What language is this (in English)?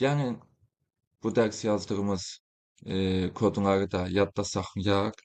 Azerbaijani